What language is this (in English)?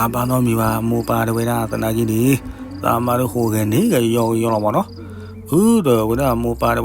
S'gaw Karen